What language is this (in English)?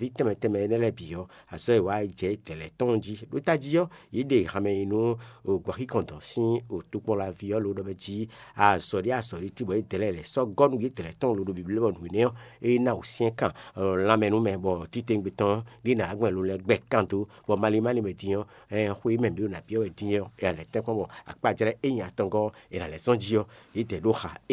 Fon